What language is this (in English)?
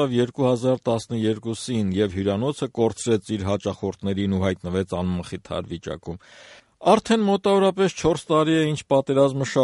Armenian